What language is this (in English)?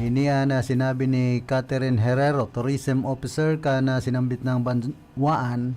Bikol